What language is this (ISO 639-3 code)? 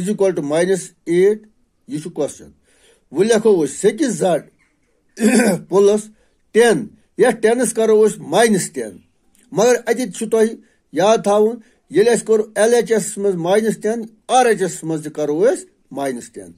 kas